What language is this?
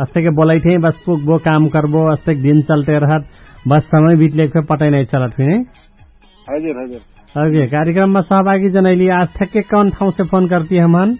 Dangaura Tharu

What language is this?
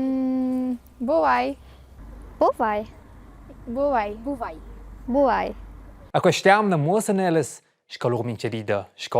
Romansh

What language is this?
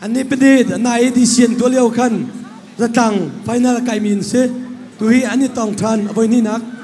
Hakha Chin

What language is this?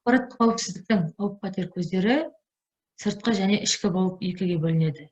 Kazakh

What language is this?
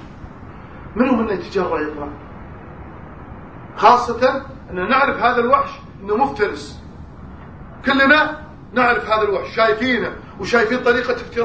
Arabic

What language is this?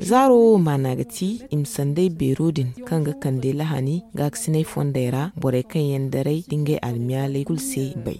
Zarma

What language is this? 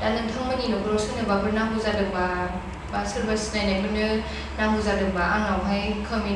Bodo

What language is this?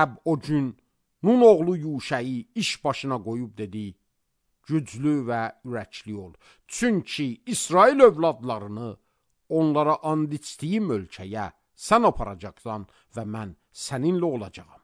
Azerbaijani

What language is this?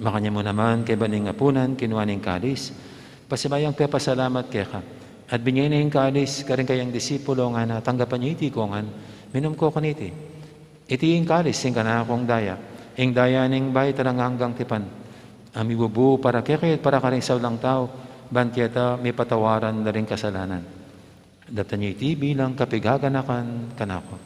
Pampanga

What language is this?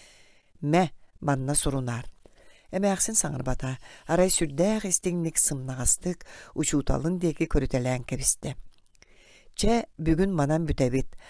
Yakut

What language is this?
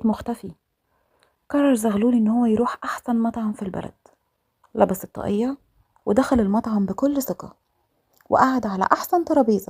Egyptian Arabic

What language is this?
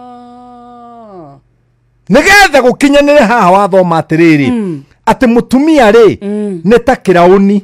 Kikuyu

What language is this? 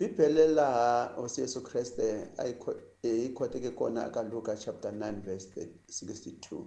Tsonga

